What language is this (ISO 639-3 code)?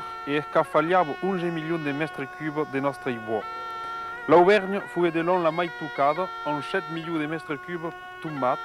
oci